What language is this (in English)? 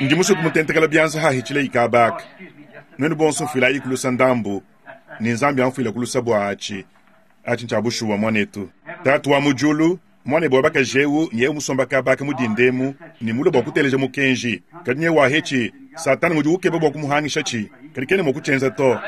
Luba-Lulua